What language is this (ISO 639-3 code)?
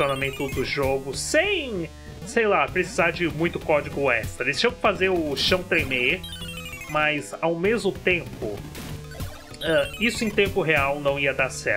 por